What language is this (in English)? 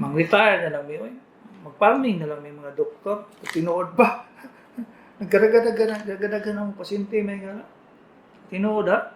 Cebuano